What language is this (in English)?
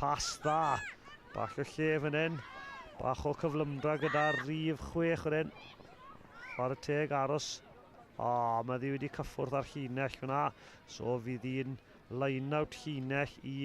Welsh